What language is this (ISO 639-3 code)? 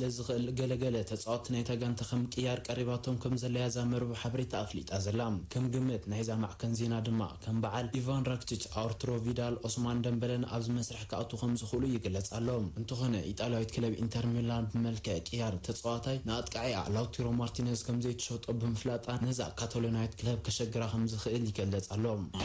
tir